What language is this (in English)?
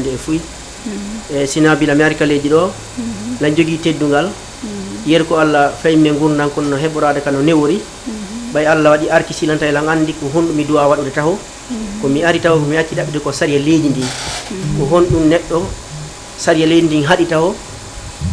Fula